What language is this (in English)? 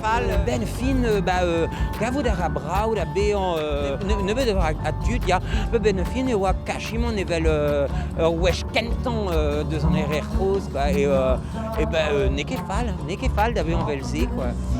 Breton